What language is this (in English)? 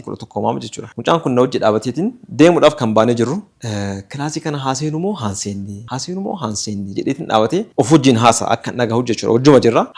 Oromo